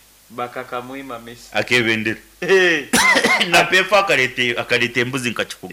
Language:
Nyoro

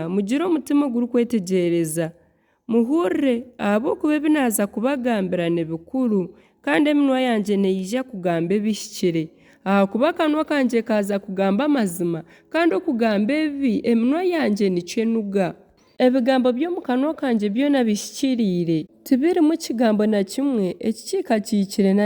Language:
Nyankole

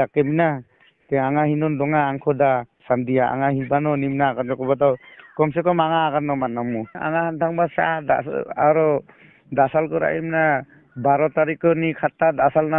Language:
Garo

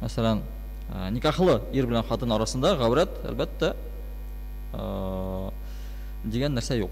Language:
Tatar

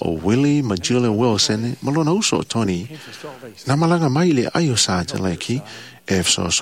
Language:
Samoan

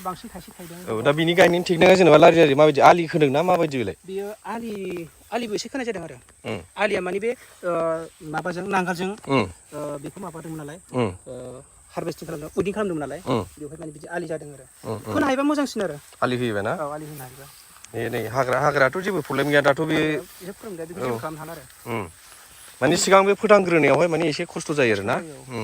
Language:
Bodo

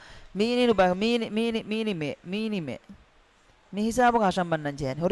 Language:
Divehi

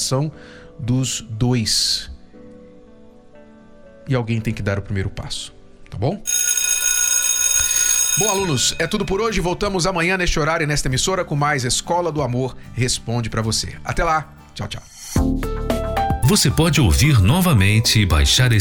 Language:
Portuguese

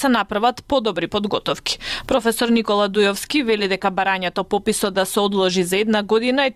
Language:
Macedonian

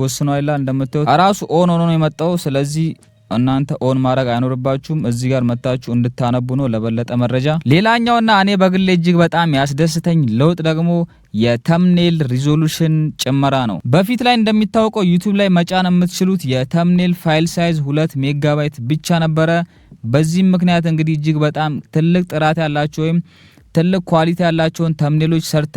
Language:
Amharic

